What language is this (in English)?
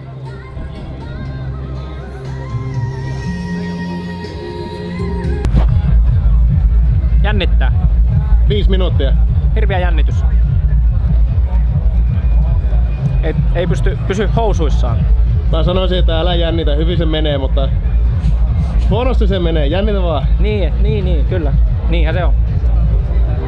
Finnish